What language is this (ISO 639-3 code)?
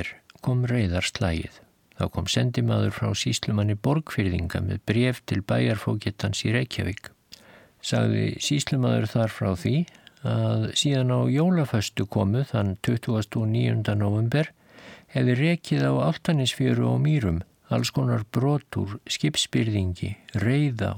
isl